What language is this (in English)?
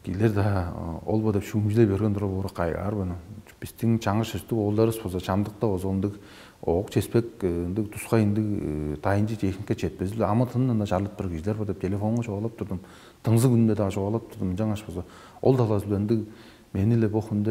Tuvinian